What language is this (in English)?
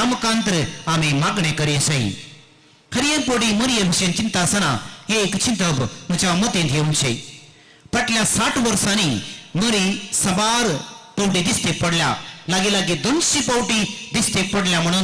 Konkani